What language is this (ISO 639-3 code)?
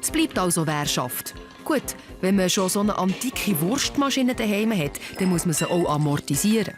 gsw